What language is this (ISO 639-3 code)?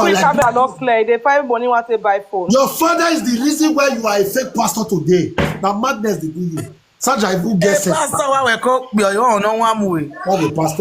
pcm